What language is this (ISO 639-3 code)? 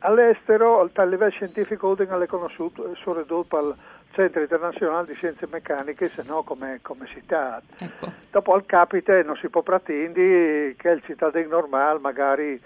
fur